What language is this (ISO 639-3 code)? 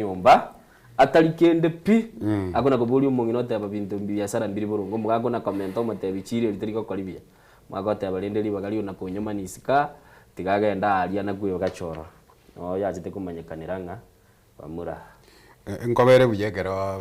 guz